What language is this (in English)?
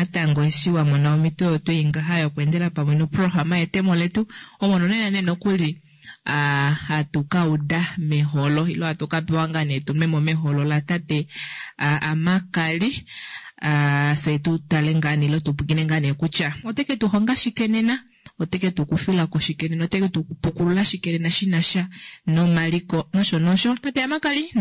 Kuanyama